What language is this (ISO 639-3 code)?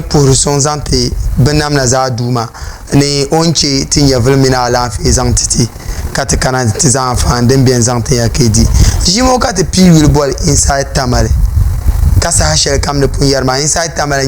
dag